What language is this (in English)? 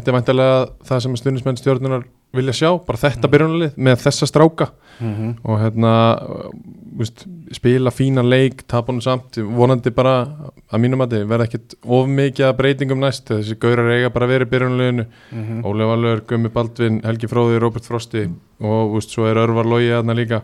Icelandic